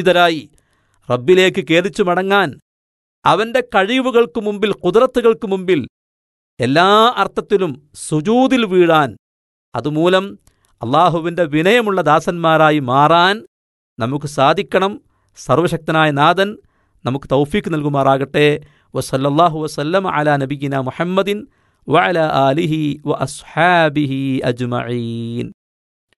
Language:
Malayalam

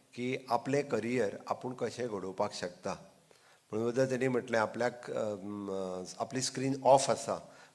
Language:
Konkani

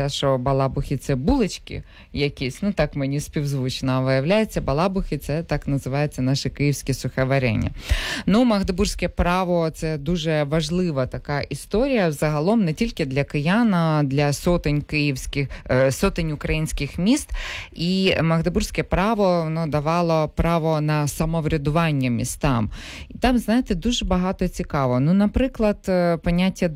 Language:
Ukrainian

